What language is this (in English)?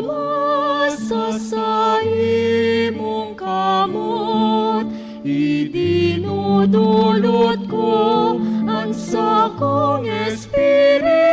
Bikol